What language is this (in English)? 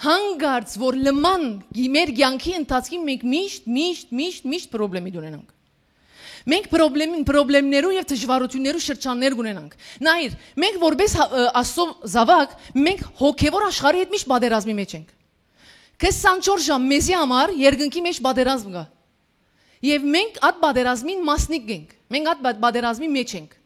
Western Armenian